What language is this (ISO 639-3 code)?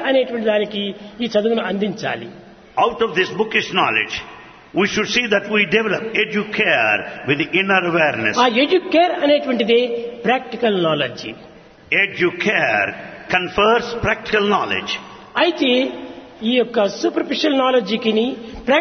tel